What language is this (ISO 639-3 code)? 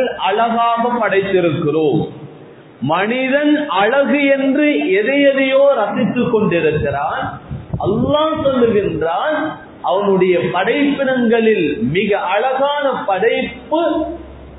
tam